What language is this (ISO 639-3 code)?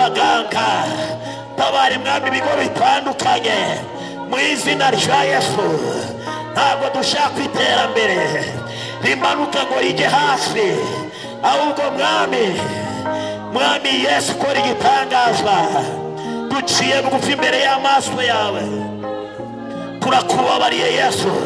kin